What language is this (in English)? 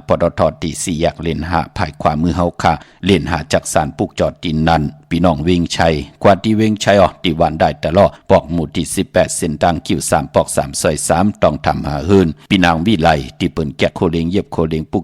Shan